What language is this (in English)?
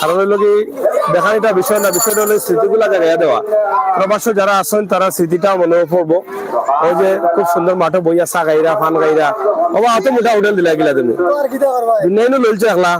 Sylheti